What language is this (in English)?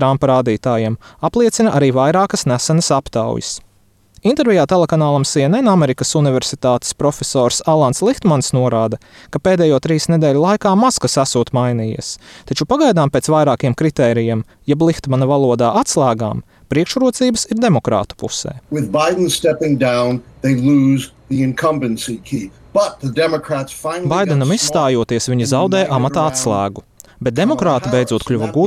Latvian